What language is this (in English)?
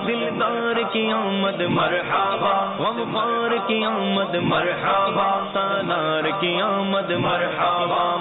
Urdu